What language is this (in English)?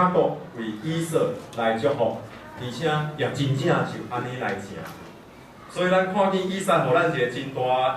Min Nan Chinese